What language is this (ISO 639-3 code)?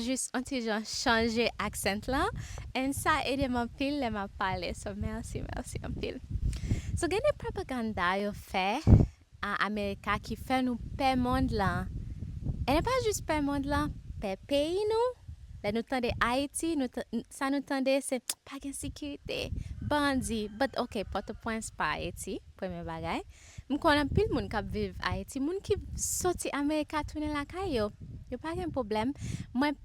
hat